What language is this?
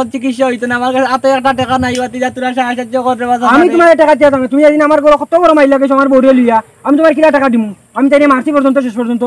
Sylheti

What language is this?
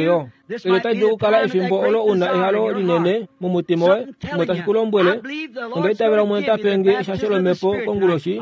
Kuanyama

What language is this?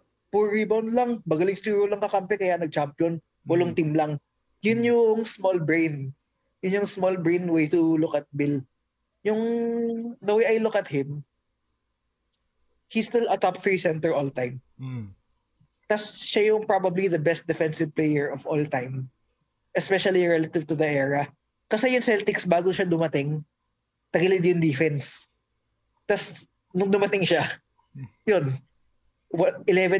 Filipino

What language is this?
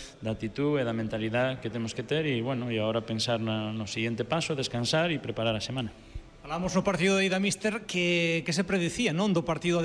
Galician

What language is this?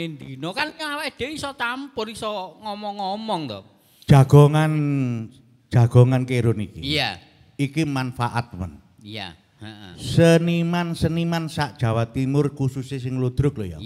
Javanese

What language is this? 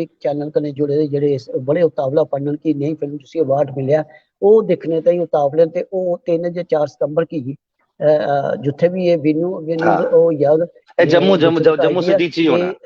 Dogri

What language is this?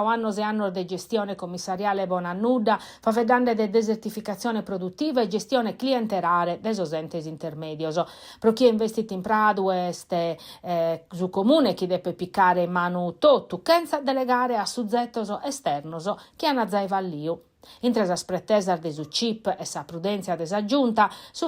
Sardinian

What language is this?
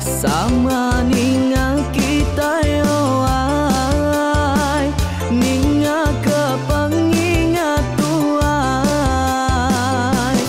Iban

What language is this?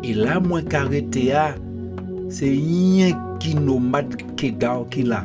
Guadeloupean Creole French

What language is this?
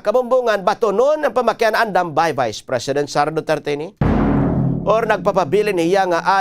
Waray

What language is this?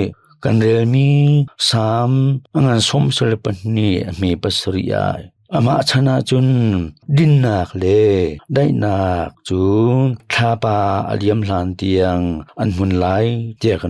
Hakha Chin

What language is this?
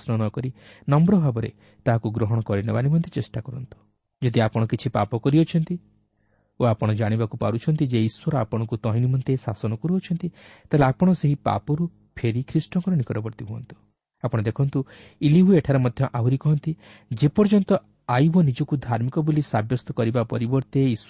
Odia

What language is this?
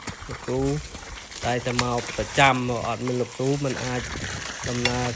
Khmer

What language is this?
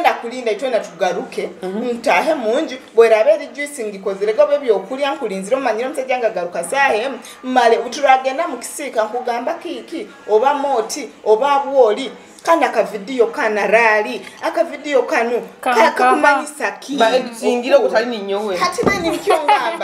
Nyoro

